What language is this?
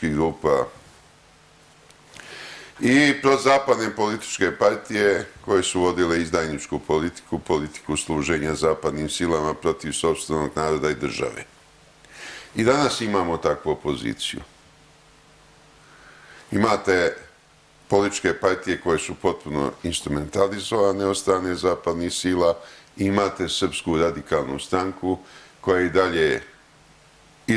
Serbian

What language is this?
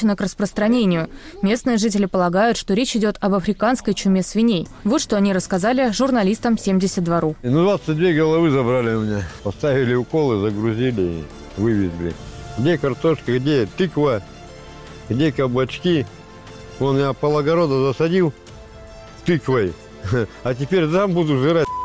Russian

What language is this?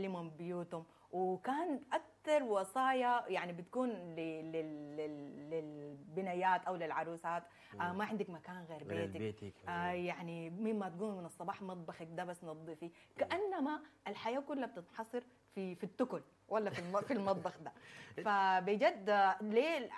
Sudanese Arabic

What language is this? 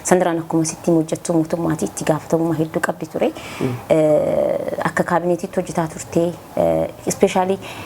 Oromo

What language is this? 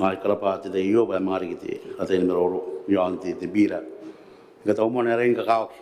Gilbertese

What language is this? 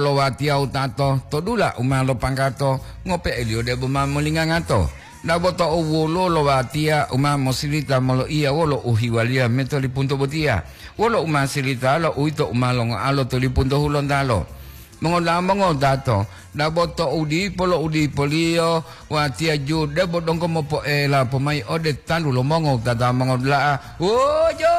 Gorontalo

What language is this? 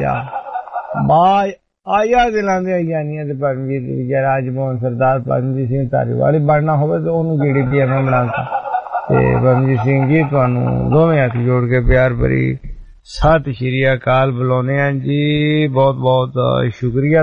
Punjabi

